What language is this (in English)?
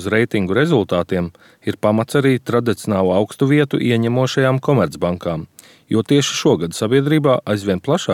Latvian